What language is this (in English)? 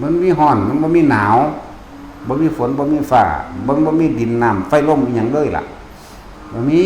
Northeastern Thai